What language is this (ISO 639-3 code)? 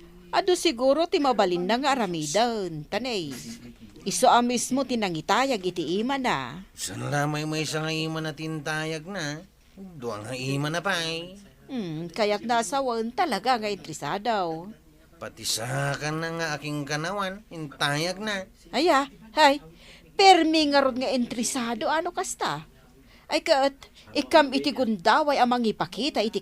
ilo